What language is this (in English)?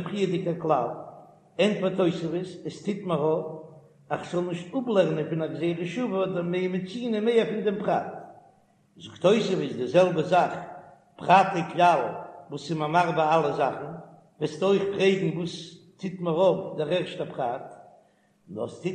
Yiddish